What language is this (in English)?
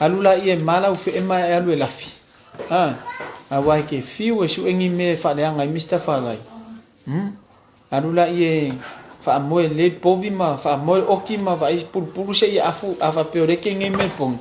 Samoan